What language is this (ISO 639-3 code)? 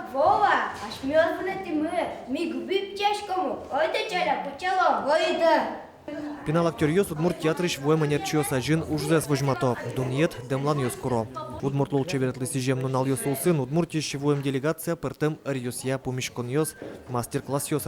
udm